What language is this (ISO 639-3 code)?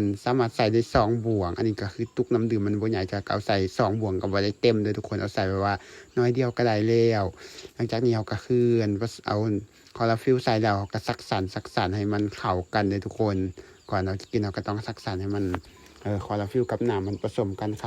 lao